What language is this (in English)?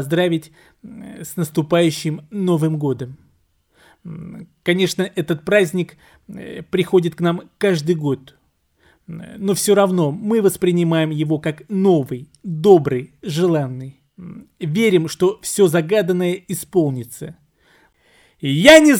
Russian